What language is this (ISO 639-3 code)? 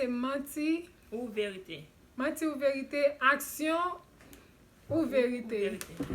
hat